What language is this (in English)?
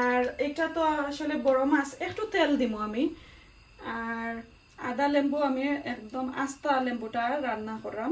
Sylheti